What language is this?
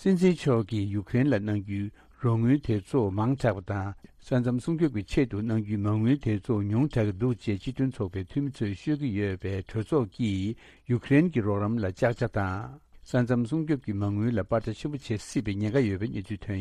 Tibetan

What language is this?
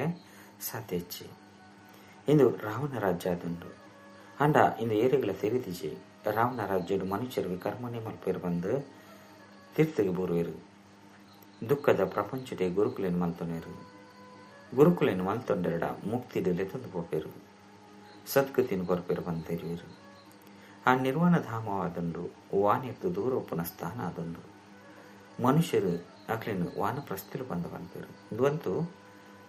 Tulu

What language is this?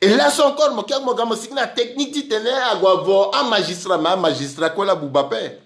Sango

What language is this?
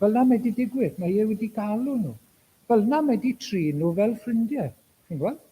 Welsh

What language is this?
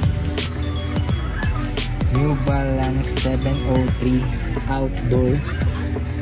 Filipino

